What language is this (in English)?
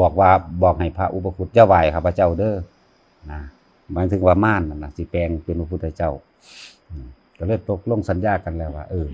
Northeastern Thai